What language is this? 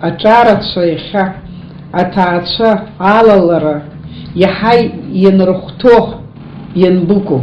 Abkhazian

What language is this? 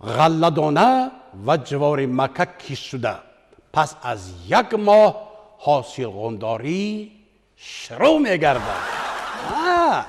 Tajik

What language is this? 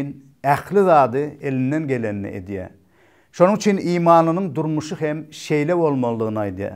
Turkmen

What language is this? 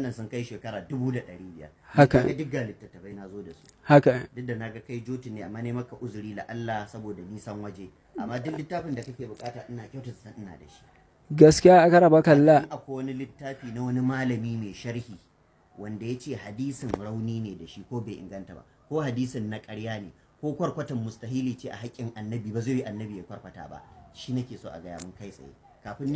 Hausa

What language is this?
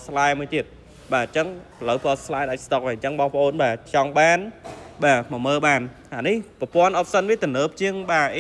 Khmer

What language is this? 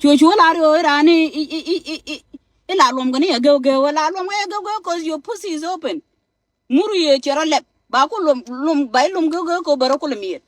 Nuer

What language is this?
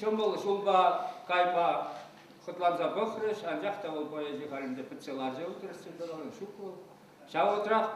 Chuvash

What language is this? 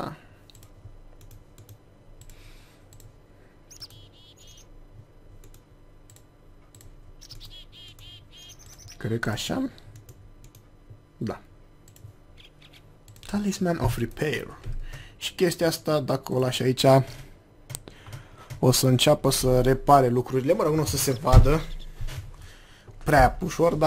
Romanian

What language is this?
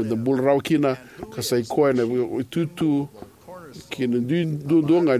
Fijian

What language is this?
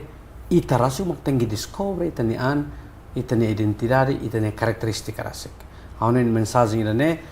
Tetum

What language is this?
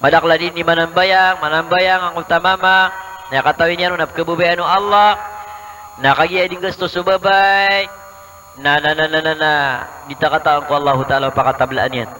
Maranao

